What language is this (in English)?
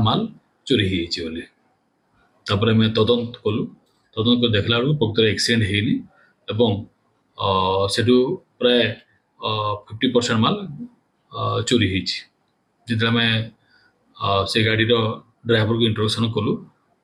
Odia